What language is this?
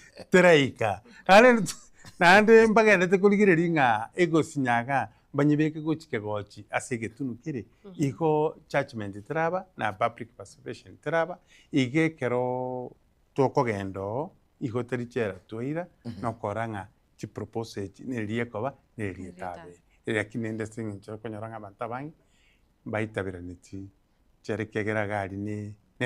Gusii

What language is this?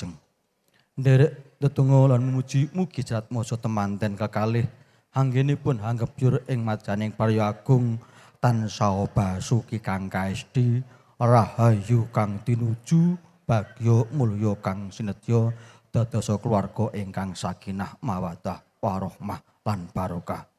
Javanese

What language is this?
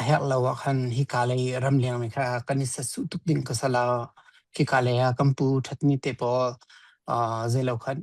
Hakha Chin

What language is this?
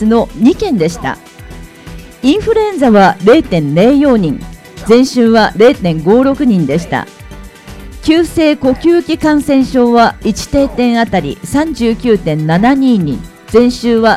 Japanese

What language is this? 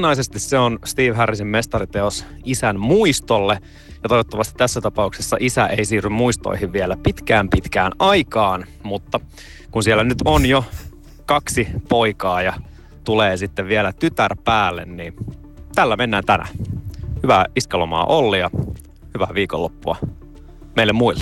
Finnish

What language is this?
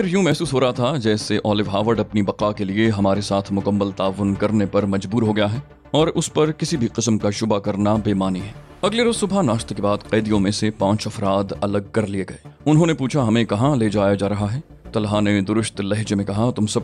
Urdu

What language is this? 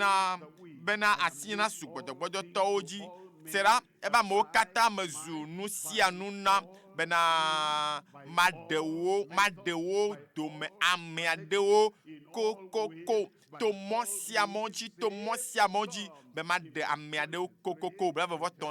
Ewe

